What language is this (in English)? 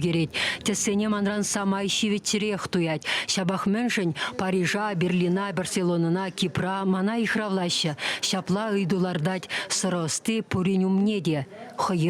Chuvash